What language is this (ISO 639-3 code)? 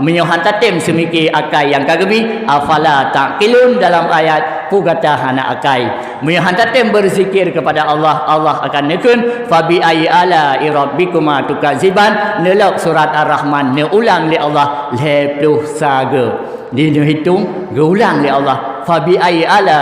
ace